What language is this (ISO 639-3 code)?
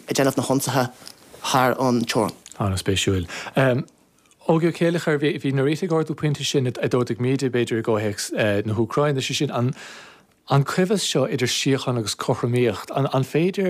gle